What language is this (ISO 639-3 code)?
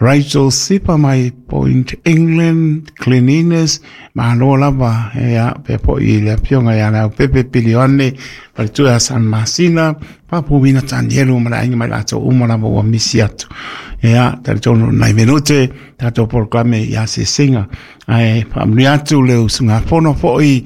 smo